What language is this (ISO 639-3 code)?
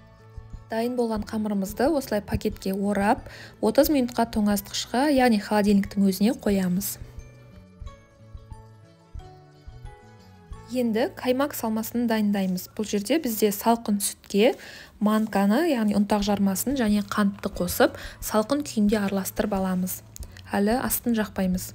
kaz